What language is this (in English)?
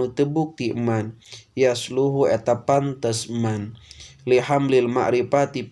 Sundanese